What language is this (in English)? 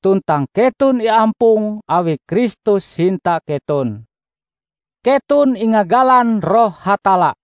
Ngaju